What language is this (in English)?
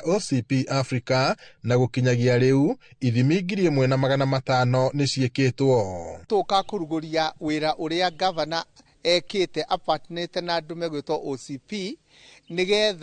Kikuyu